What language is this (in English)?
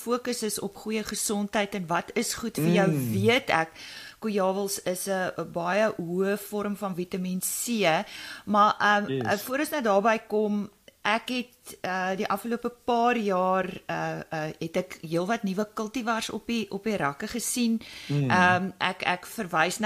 Afrikaans